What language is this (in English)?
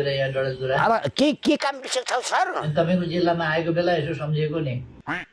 Nepali